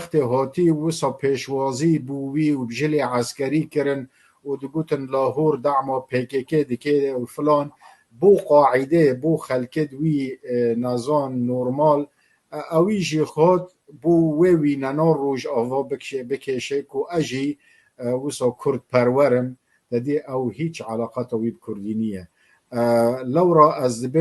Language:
Kurdish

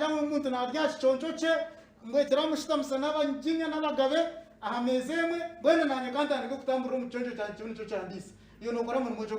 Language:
Nyankole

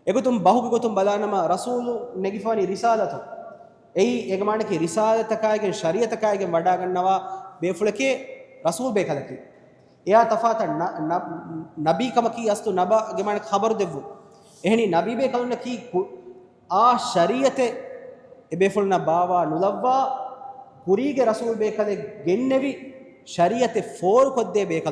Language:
Divehi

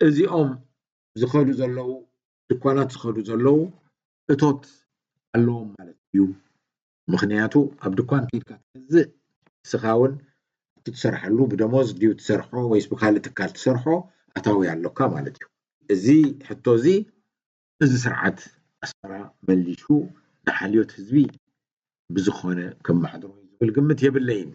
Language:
Tigrinya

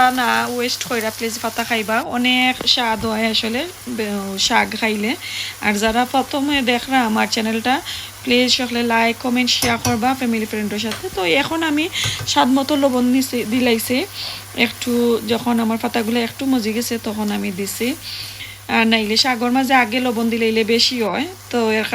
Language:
Sylheti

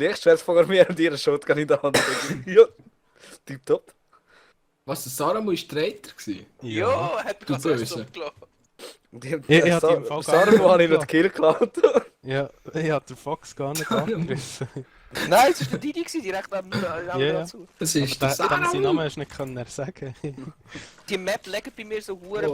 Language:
Swiss German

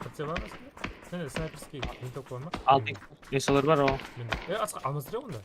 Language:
Kara-Kalpak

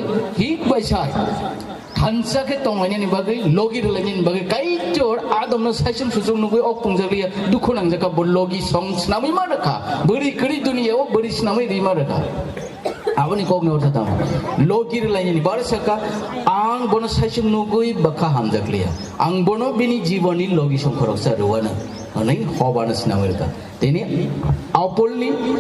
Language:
Kok Borok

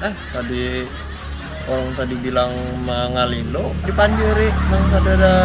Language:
Banjar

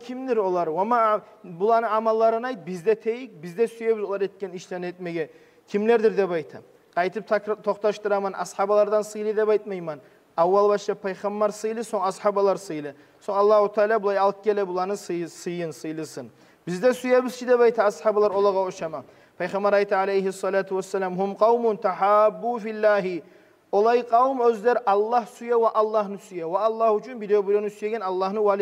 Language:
Kumyk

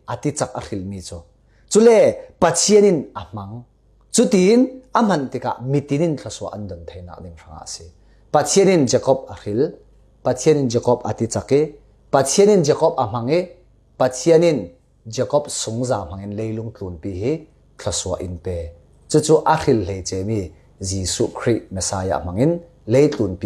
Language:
Falam Chin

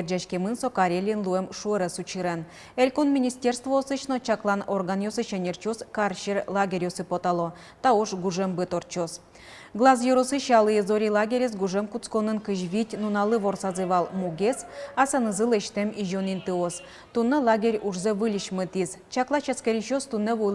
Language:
Udmurt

